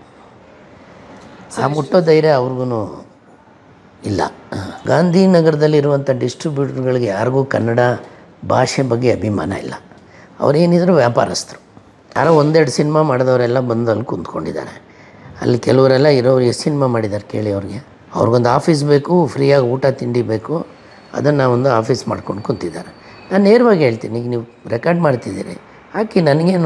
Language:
Kannada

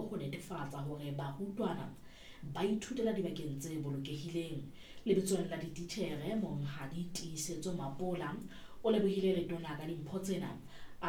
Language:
Southern Sotho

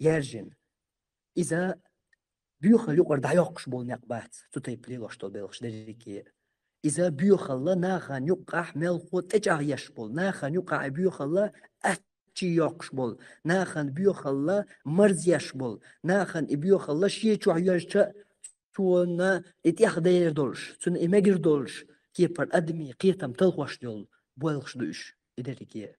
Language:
Chechen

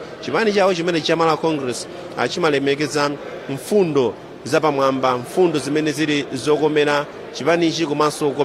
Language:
Nyanja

